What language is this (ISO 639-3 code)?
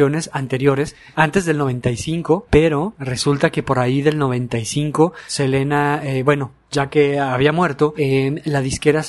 spa